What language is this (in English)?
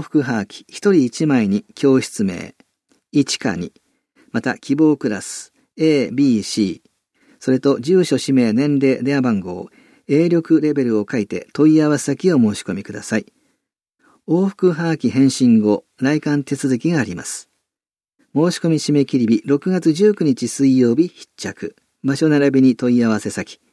Japanese